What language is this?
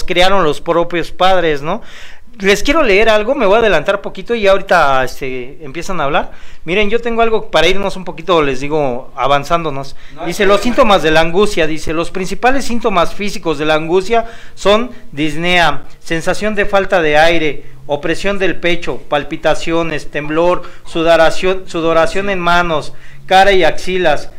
Spanish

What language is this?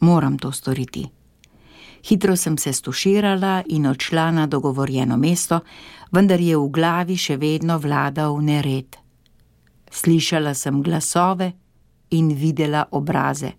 Slovenian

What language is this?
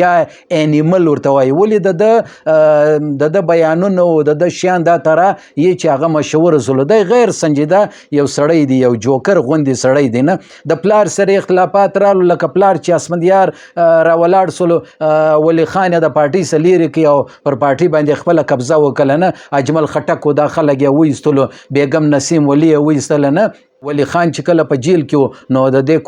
Pashto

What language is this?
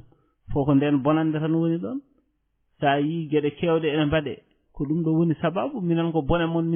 Fula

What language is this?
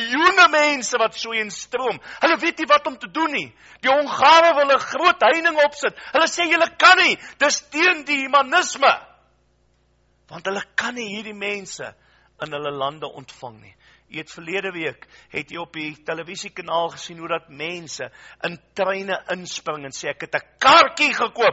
Afrikaans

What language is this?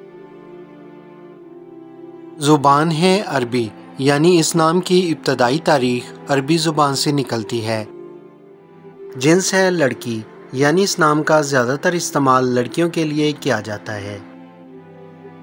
Urdu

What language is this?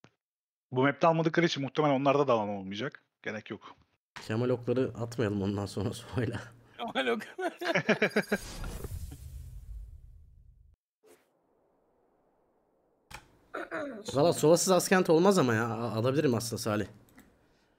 Turkish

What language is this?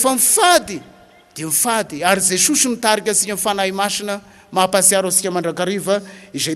Malagasy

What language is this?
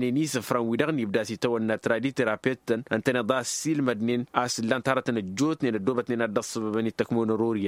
Tamasheq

